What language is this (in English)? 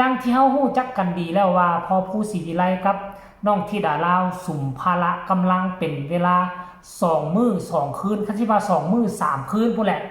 Northeastern Thai